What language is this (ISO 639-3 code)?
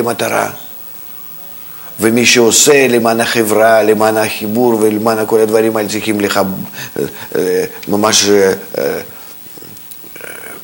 heb